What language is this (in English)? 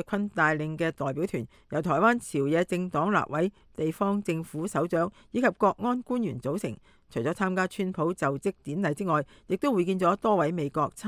Cantonese